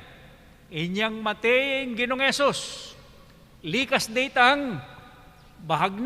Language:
Pampanga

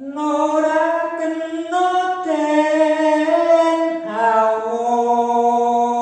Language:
Javanese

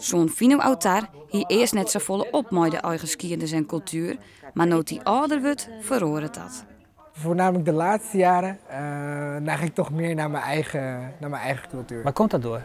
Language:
Western Frisian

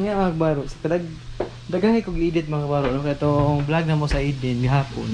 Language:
Cebuano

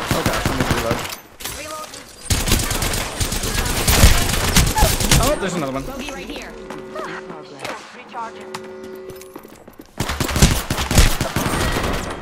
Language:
English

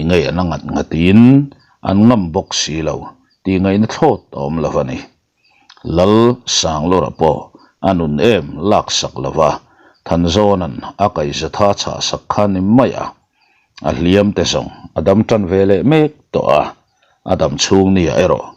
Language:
Mizo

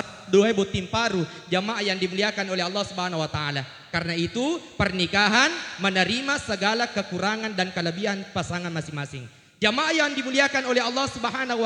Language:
Buginese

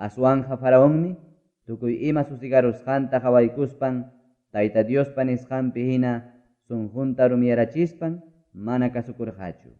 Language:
Ayacucho Quechua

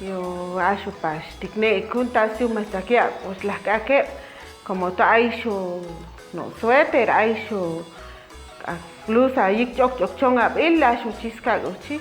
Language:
Chuj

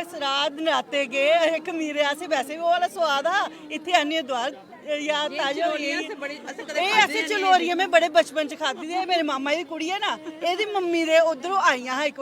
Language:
Dogri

